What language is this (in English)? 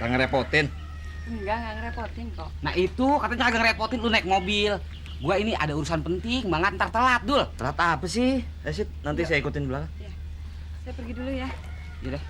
Betawi